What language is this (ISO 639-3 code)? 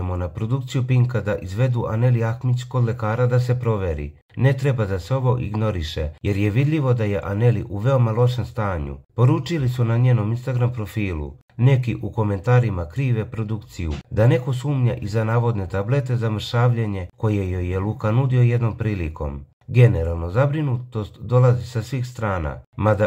srp